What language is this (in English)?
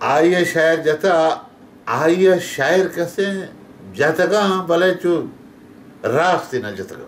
Baluchi